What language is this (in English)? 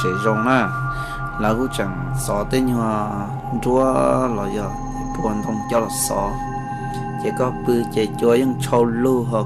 Hmong